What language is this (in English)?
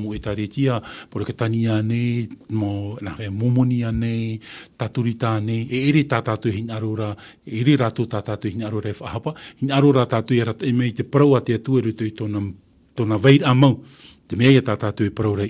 Tahitian